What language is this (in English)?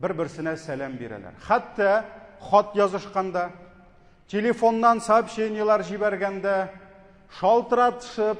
Tatar